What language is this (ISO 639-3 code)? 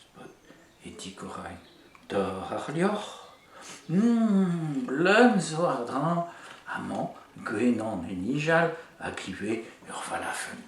bre